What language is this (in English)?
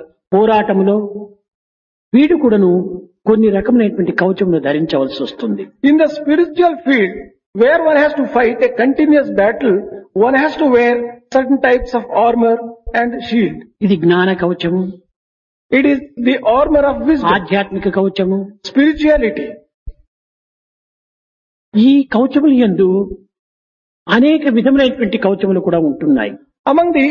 Telugu